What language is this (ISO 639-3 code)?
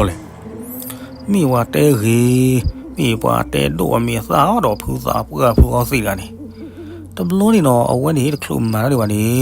ksw